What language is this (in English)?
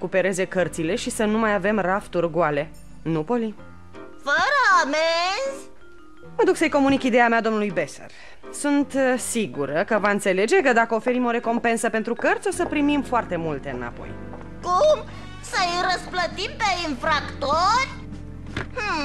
Romanian